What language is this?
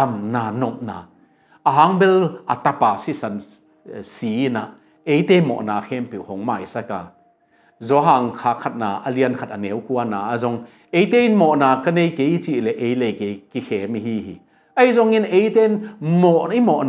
Tedim Chin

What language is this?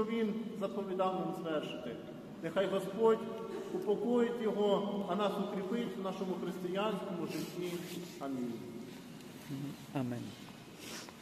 Ukrainian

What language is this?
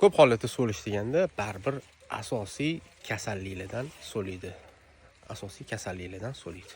Uzbek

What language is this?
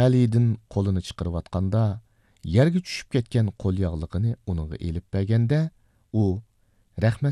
Uyghur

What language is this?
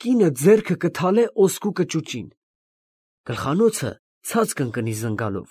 Armenian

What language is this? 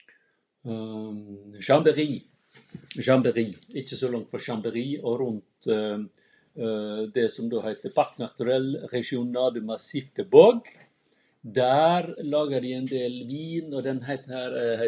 Norwegian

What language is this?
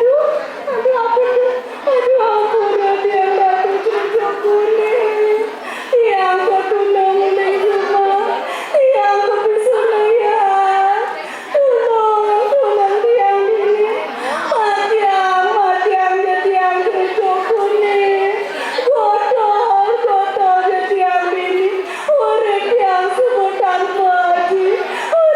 Balinese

